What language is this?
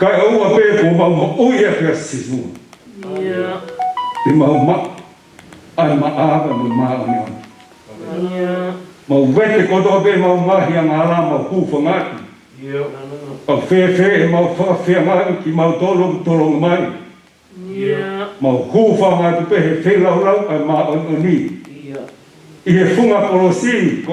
Tongan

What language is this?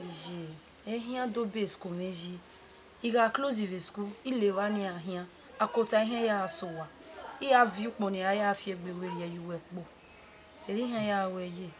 Bini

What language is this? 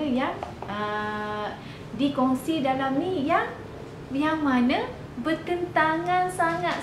Malay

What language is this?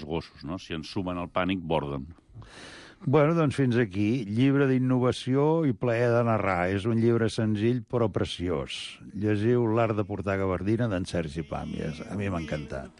Catalan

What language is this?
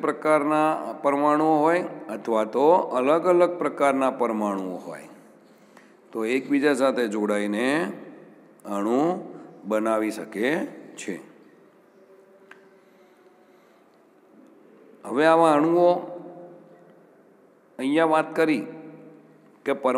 Gujarati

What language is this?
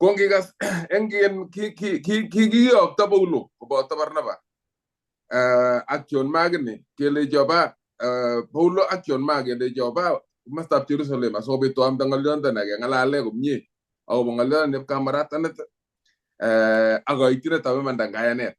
Kalenjin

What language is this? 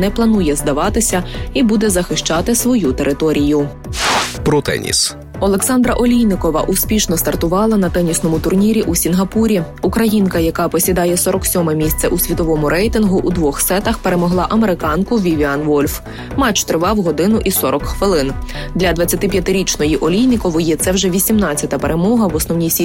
Ukrainian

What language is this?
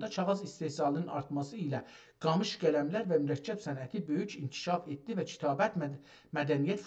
South Azerbaijani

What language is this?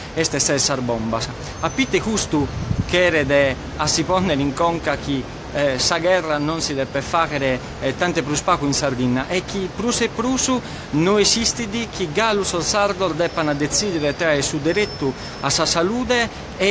Sardinian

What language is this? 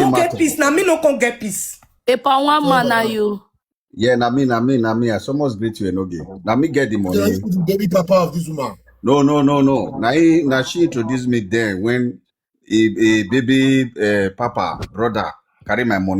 Nigerian Pidgin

